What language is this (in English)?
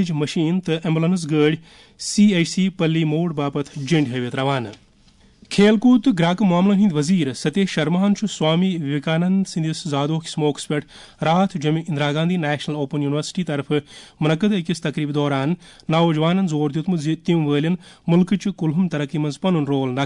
Kashmiri